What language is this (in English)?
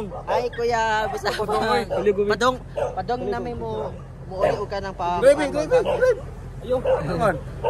Cebuano